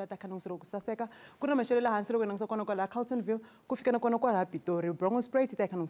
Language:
Tsonga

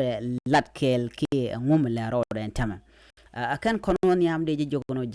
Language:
Nuer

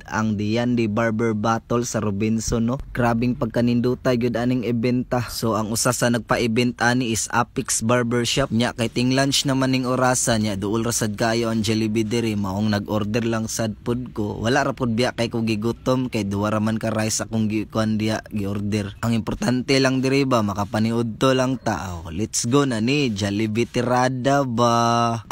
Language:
Cebuano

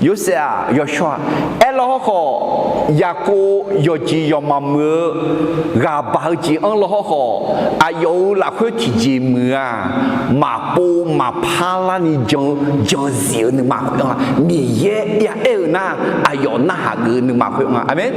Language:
Akha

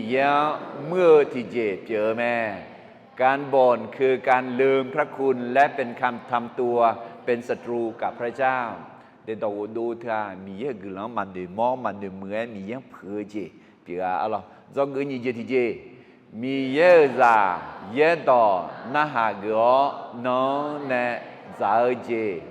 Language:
Akha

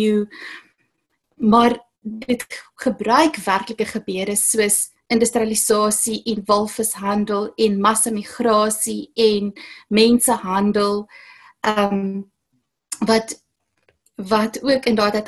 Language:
Afrikaans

